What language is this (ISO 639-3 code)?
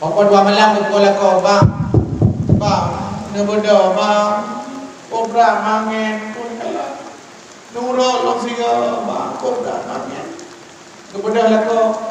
ace